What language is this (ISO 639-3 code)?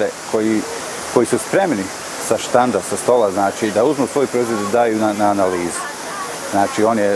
bos